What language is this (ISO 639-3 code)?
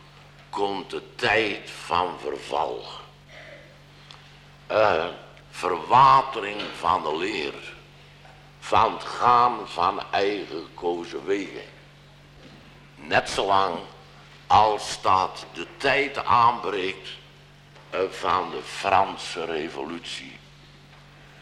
nld